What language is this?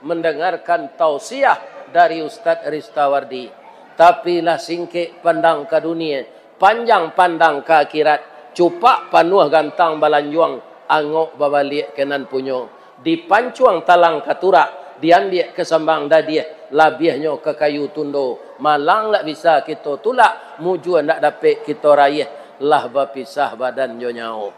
Minangkabau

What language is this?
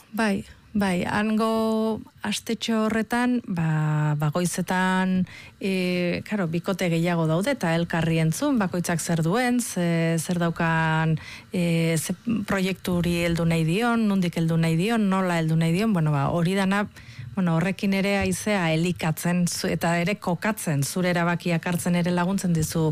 Basque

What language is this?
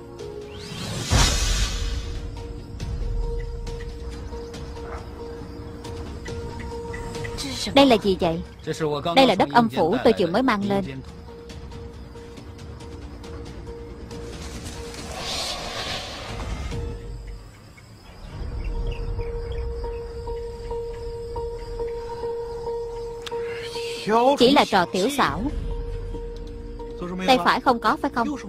Vietnamese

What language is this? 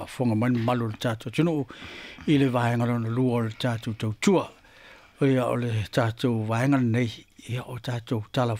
Samoan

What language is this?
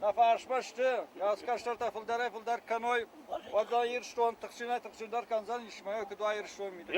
Ossetic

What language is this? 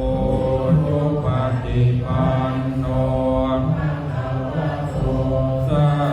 Pali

